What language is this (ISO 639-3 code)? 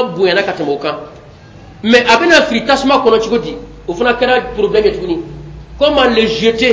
bam